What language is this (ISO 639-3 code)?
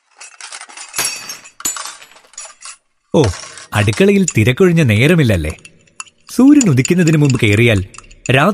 mal